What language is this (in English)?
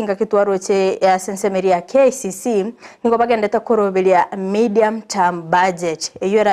Gusii